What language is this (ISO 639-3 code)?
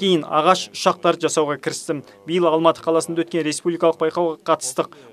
kaz